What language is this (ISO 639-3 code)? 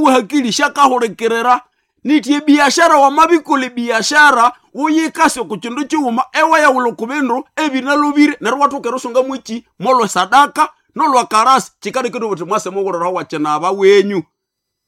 nnb